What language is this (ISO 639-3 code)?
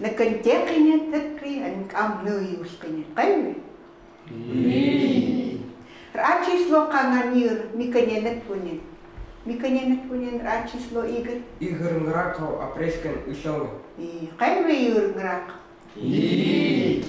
ckt